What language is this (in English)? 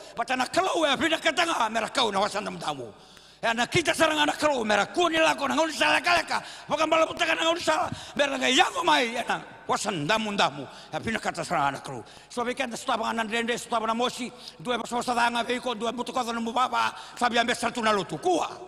Fijian